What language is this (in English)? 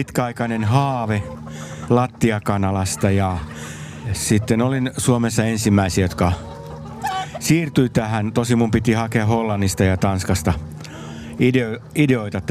Finnish